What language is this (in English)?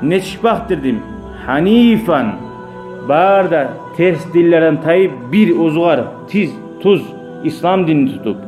Kumyk